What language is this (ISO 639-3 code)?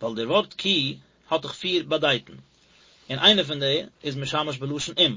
yid